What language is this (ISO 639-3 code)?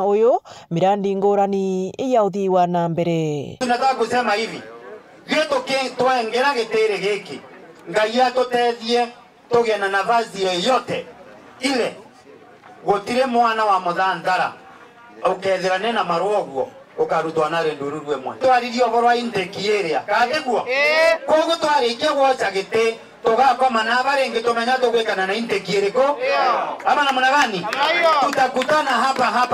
mer